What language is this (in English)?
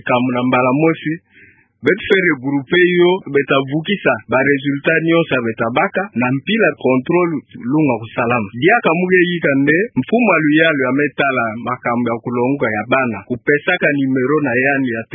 Kituba (Democratic Republic of Congo)